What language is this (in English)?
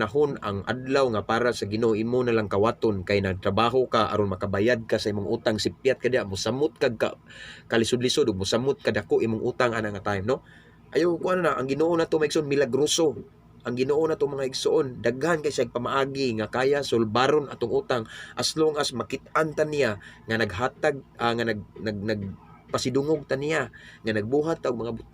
Cebuano